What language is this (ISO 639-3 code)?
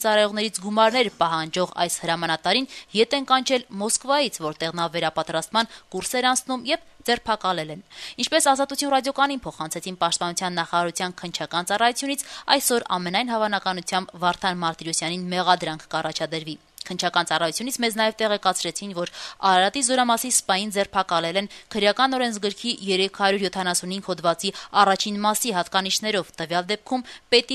hye